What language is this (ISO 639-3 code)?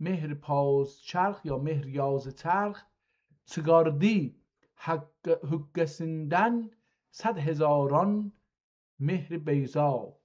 azb